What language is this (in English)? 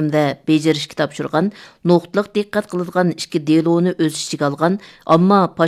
Uyghur